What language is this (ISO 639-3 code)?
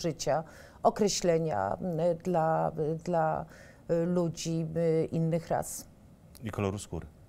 pol